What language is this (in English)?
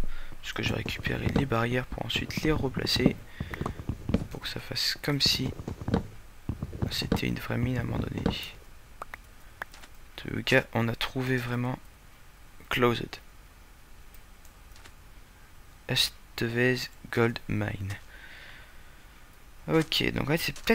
French